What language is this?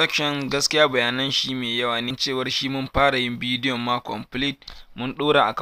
Hausa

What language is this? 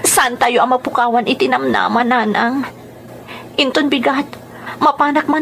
Iloko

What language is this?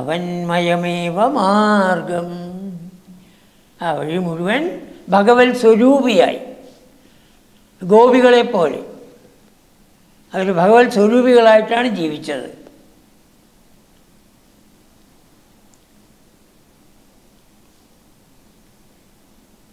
Malayalam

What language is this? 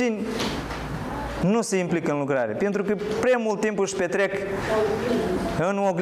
Romanian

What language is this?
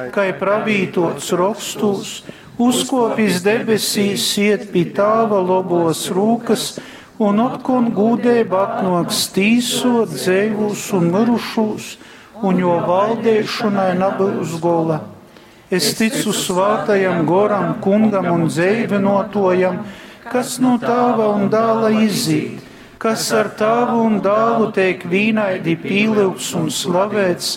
Latgalian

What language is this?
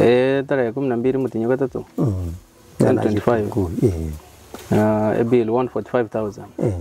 Gusii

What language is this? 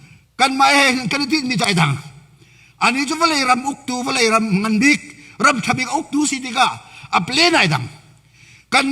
Hakha Chin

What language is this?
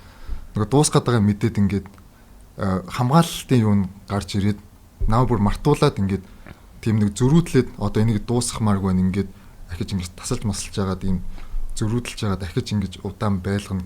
Mongolian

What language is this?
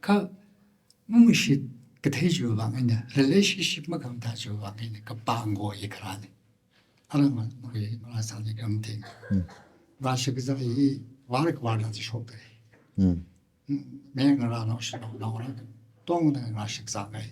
Tangkhul Naga (India)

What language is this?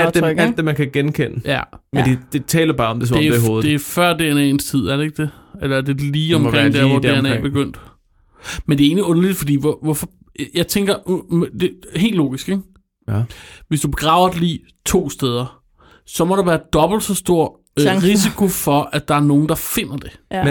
Danish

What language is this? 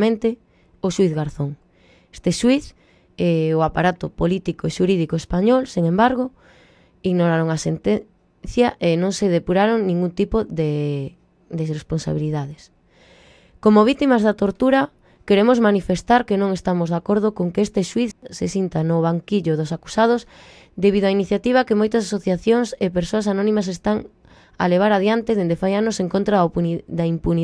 Galician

